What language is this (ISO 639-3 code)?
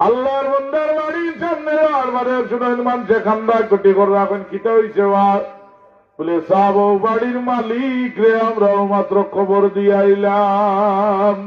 syl